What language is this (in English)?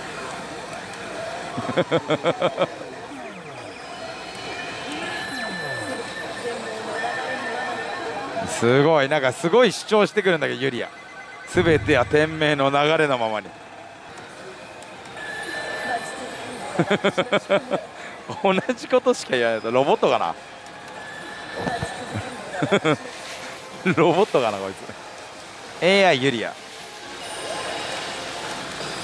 Japanese